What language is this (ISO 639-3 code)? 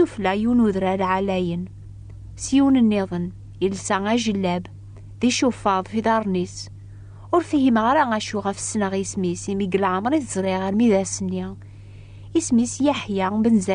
kab